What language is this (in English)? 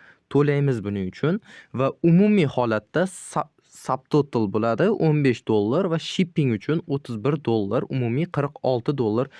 Uzbek